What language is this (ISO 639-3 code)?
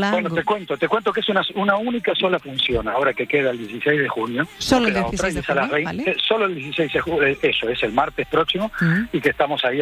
spa